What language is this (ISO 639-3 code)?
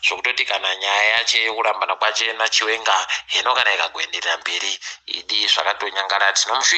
ndc